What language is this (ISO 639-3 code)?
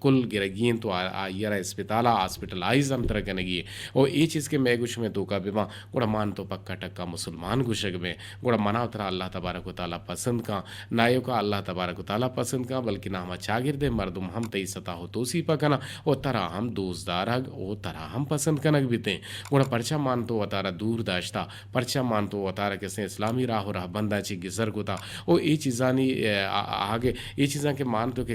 bgp